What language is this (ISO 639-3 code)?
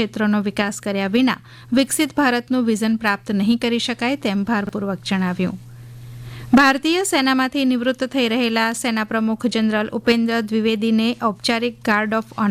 guj